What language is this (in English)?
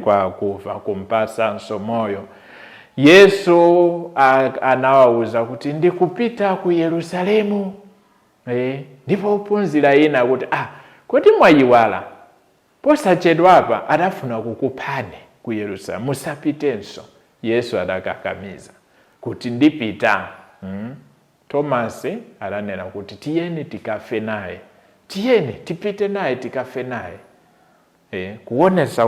Nyanja